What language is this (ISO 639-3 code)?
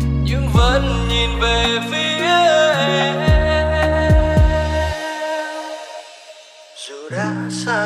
vie